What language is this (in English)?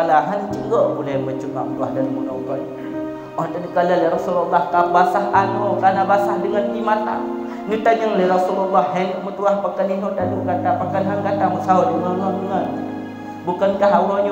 Achinese